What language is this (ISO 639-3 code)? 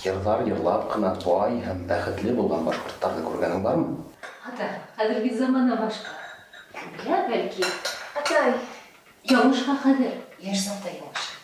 bak